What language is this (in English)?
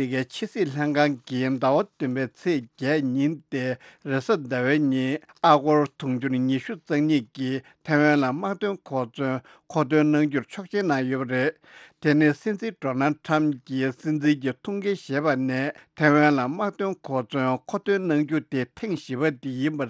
Tibetan